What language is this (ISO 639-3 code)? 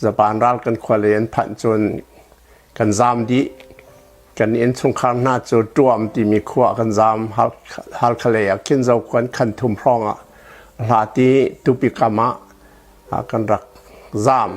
cnh